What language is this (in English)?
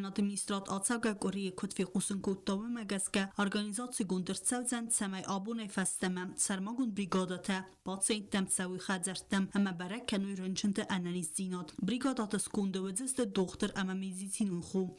Ossetic